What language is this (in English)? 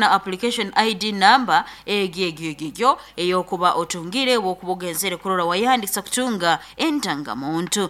Nyankole